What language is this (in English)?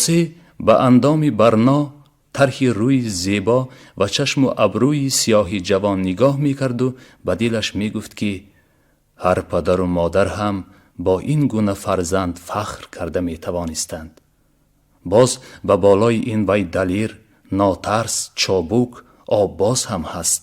Tajik